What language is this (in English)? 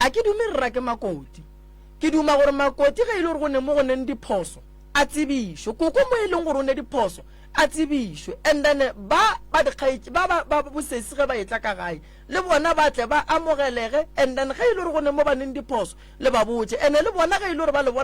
Northern Sotho